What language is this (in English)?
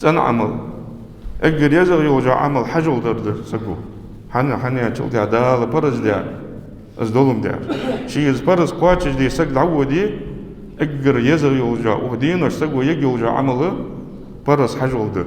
Ingush